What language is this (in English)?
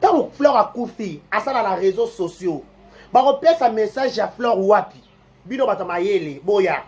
Lingala